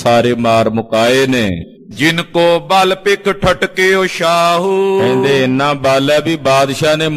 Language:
Punjabi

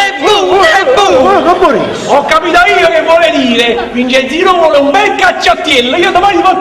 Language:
Neapolitan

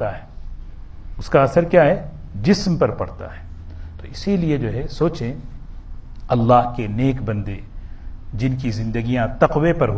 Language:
Urdu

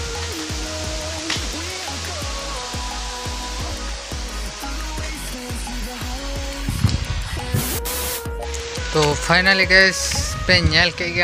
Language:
Hindi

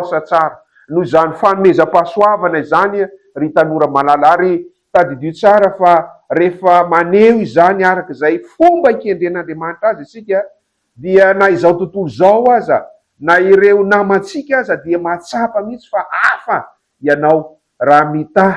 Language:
Malagasy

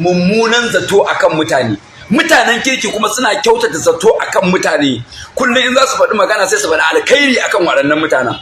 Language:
Hausa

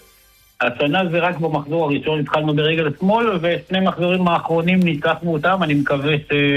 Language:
Hebrew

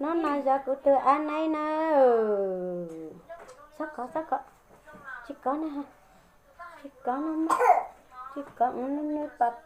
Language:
Hmong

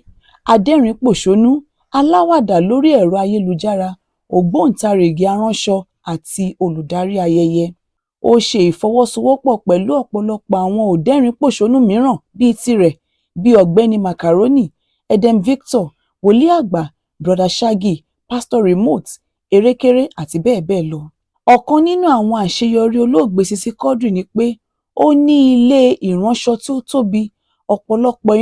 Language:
Yoruba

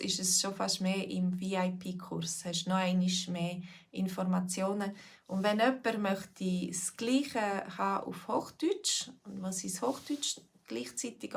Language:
Swiss German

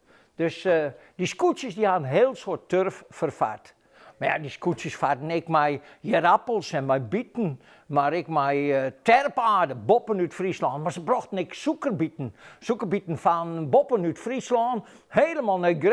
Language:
Western Frisian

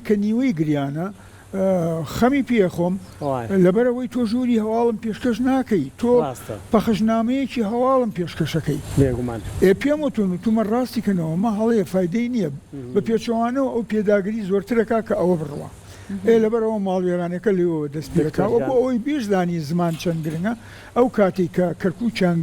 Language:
Central Kurdish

